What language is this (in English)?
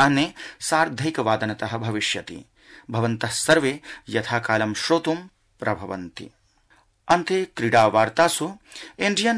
Sanskrit